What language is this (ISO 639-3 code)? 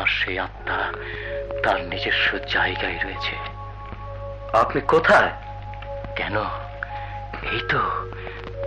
ben